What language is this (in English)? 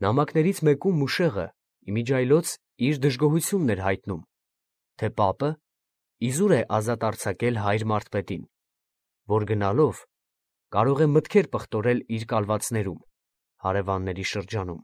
Armenian